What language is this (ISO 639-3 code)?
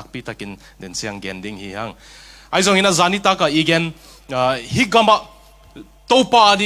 ctd